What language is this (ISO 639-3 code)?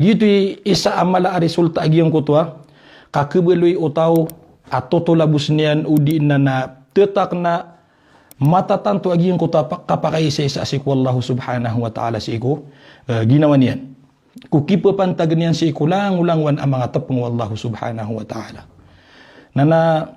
mrw